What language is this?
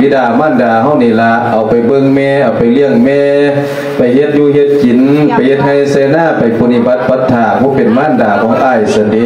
Lao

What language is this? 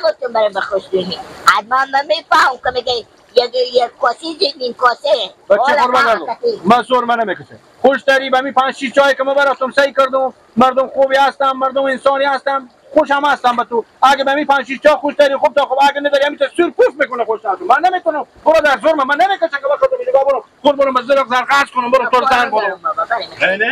Persian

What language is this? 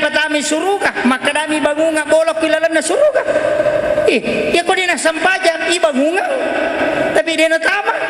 Buginese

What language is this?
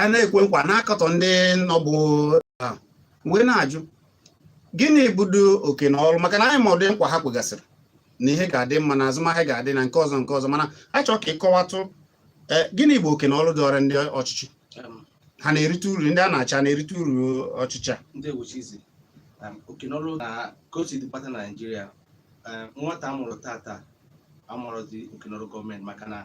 Igbo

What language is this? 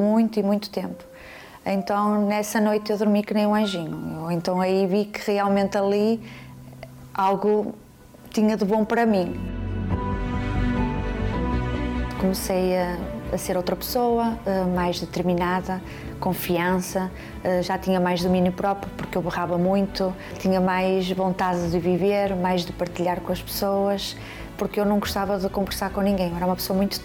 Portuguese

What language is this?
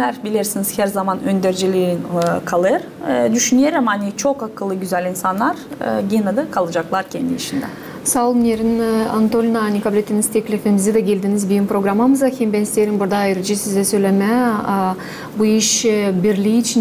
Gagauz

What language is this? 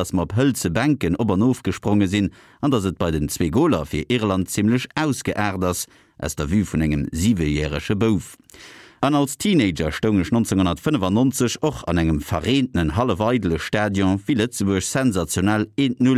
Luxembourgish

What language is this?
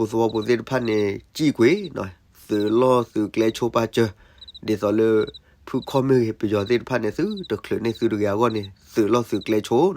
S'gaw Karen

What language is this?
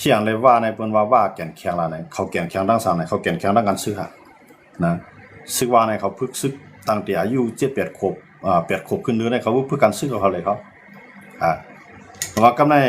Shan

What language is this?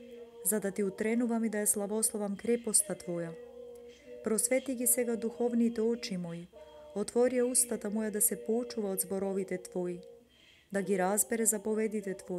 Macedonian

